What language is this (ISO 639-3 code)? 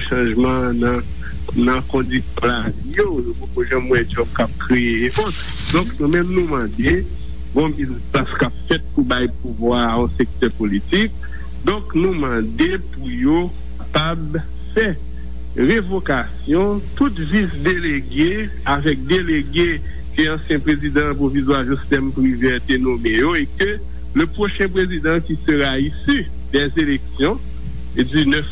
hat